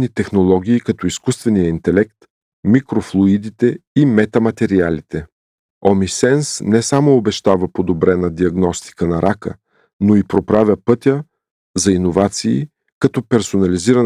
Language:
Bulgarian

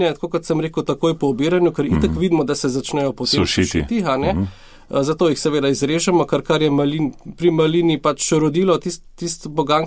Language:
Slovenian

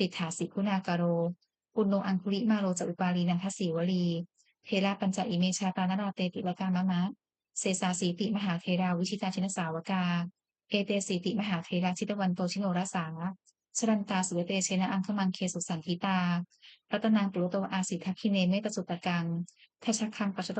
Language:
Pali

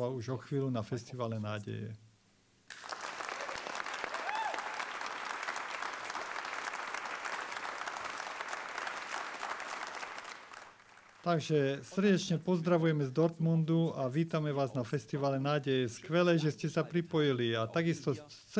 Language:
Slovak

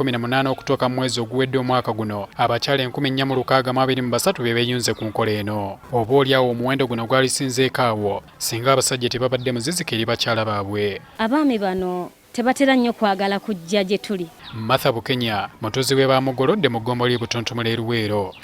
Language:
Ganda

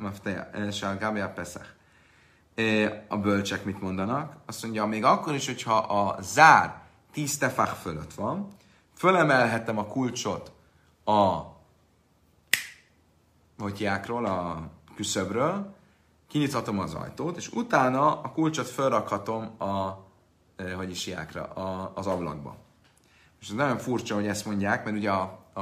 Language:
Hungarian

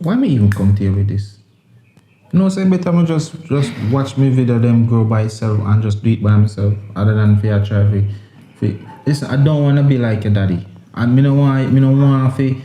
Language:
Jamaican Creole English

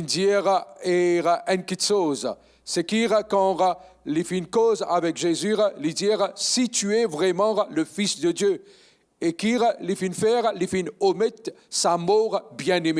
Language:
Morisyen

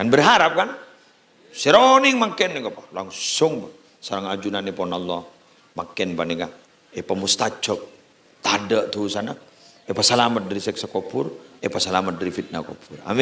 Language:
Madurese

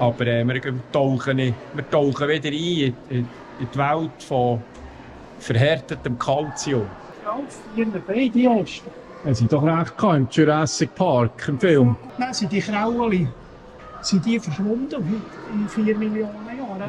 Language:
Swiss German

